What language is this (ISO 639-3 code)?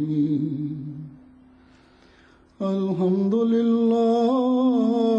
ben